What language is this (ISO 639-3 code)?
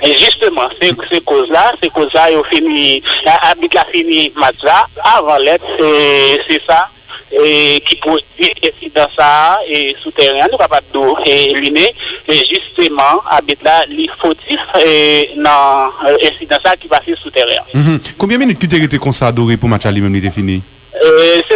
hat